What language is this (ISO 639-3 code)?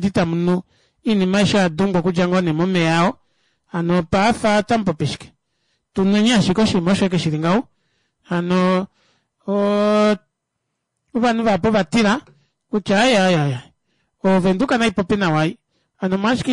kua